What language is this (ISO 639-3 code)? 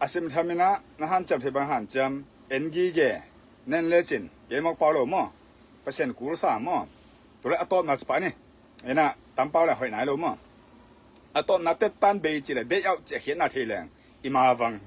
ctd